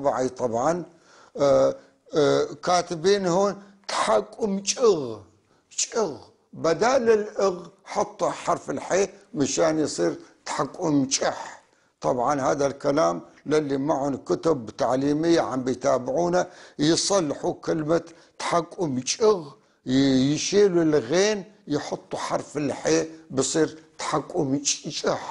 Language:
North Levantine Arabic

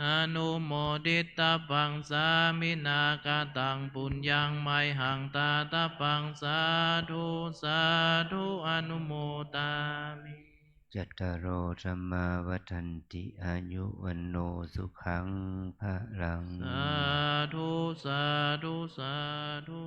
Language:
Pali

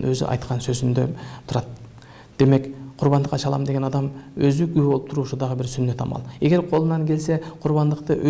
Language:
Kyrgyz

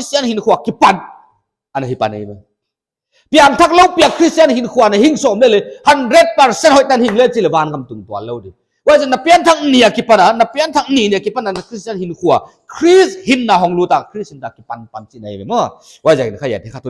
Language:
Paite Chin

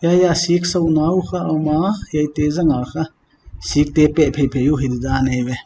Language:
Paite Chin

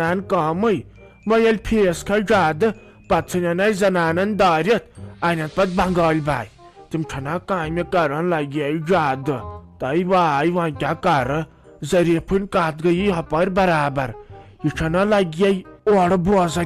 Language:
Kashmiri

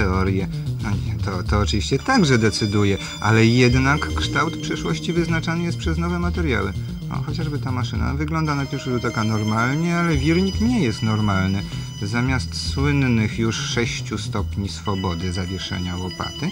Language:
Polish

